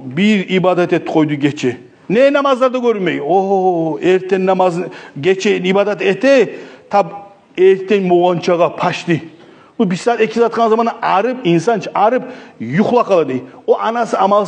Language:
Kumyk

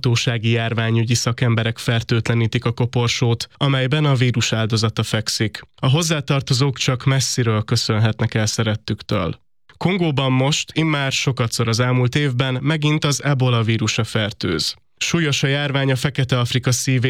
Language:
Hungarian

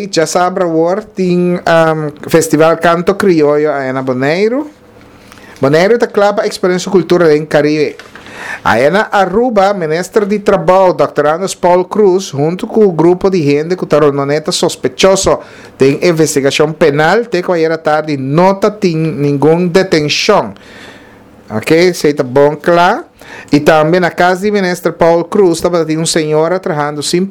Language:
Papiamento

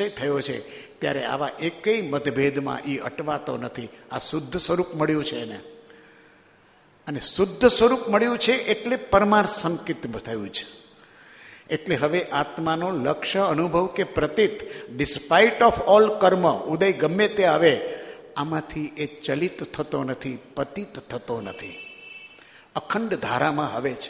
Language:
Gujarati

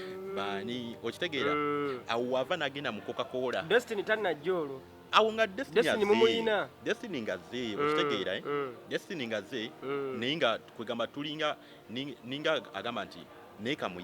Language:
Ganda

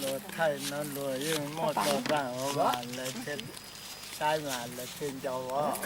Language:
Hmong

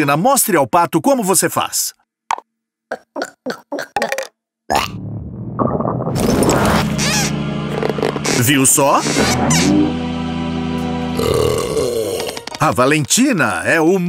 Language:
Portuguese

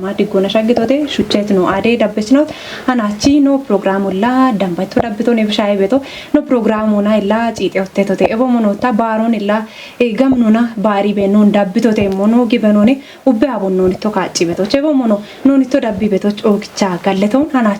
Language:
Kafa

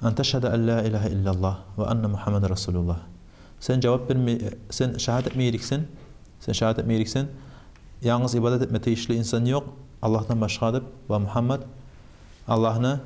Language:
Kumyk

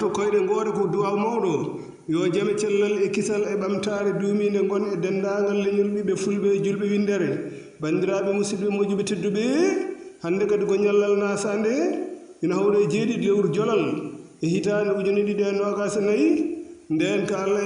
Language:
Fula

